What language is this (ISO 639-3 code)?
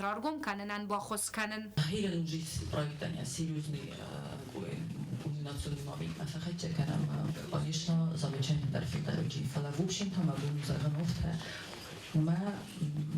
oss